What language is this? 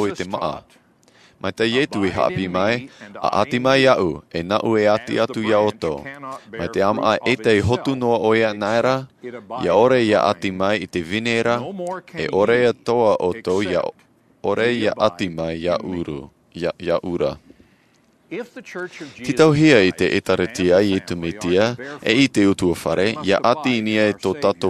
Tahitian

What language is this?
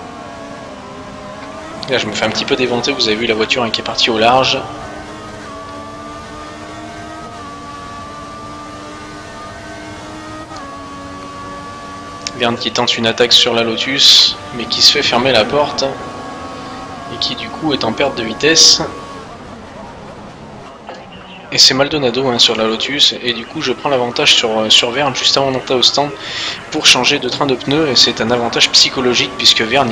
French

